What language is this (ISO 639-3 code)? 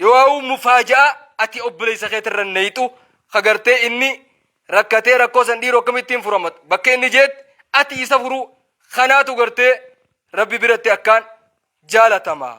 orm